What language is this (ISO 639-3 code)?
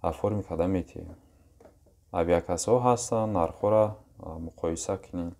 tgk